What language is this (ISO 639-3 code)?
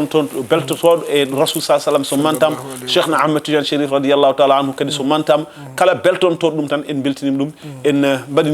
ful